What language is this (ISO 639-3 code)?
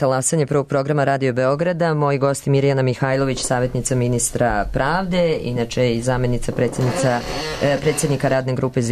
srp